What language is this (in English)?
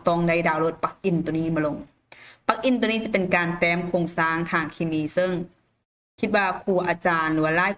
Lao